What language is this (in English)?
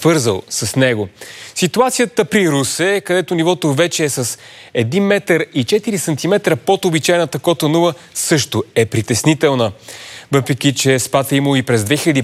Bulgarian